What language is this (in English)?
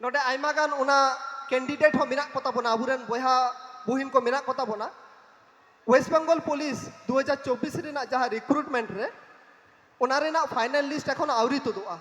Santali